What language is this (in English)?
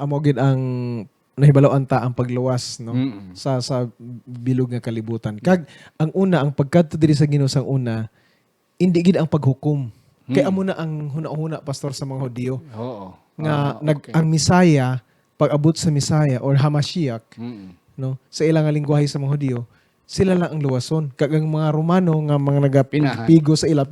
Hiligaynon